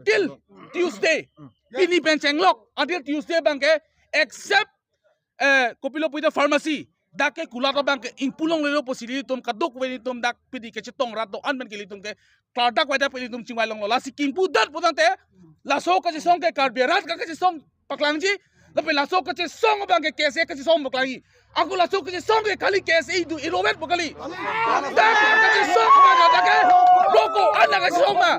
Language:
Karbi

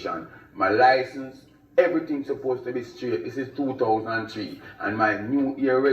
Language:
Jamaican Creole English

